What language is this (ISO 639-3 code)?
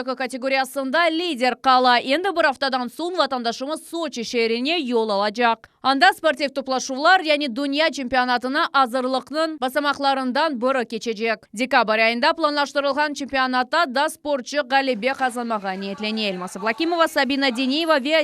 crh